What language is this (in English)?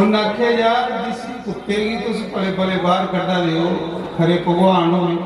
Dogri